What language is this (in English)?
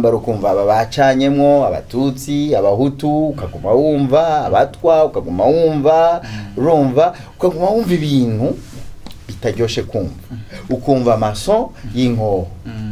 Rundi